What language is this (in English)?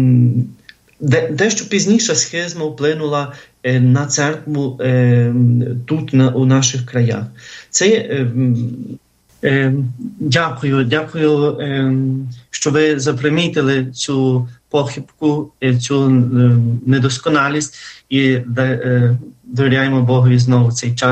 Ukrainian